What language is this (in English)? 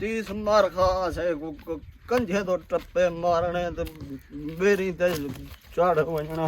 Saraiki